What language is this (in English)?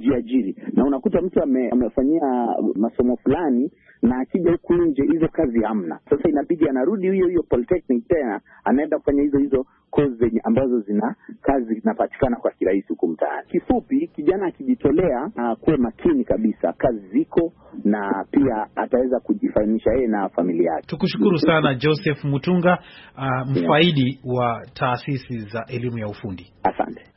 Swahili